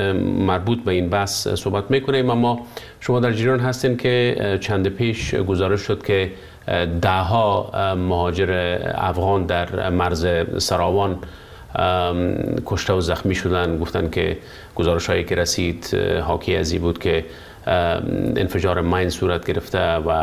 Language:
Persian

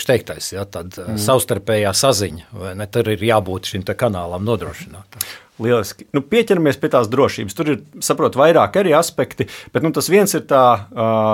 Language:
Latvian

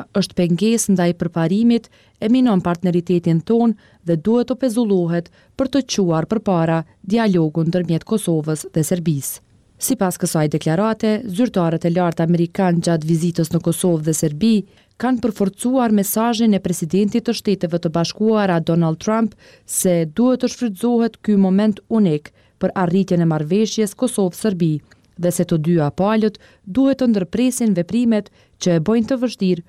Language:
Albanian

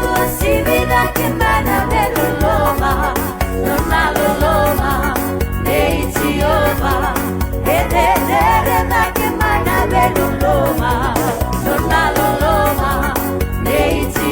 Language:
Fijian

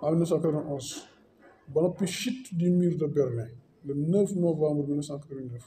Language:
Wolof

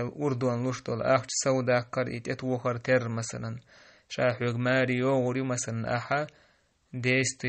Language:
Chechen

